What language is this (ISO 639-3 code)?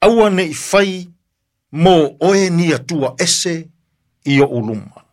smo